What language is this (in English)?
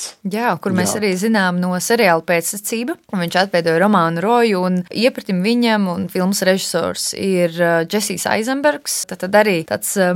Latvian